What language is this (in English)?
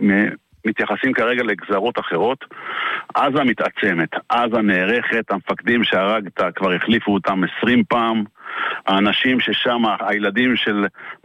Hebrew